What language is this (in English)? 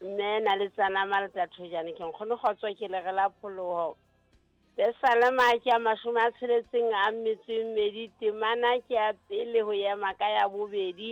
Southern Sotho